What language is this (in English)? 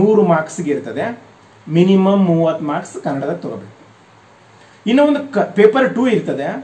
Kannada